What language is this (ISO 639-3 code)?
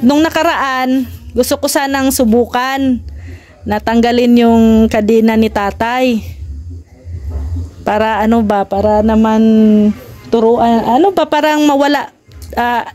fil